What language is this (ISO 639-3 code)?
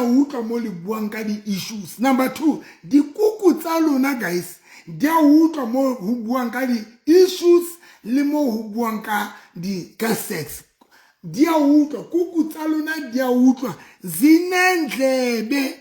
sot